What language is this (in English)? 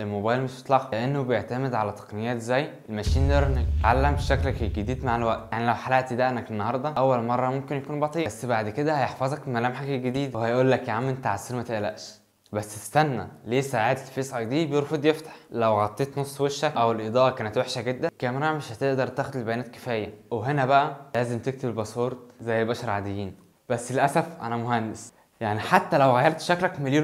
Egyptian Arabic